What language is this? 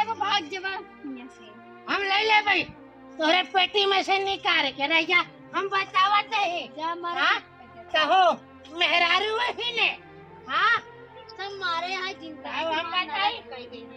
Awadhi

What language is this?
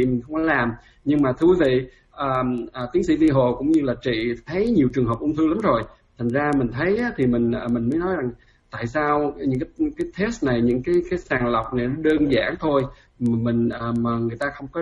Vietnamese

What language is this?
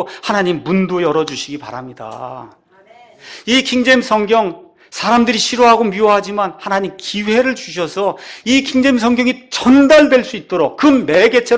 Korean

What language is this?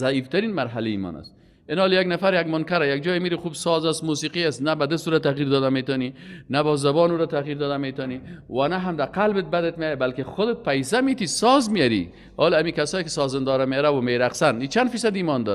Persian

